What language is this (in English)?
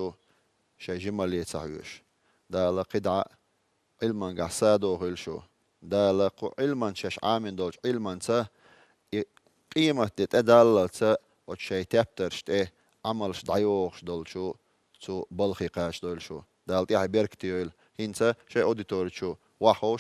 Chechen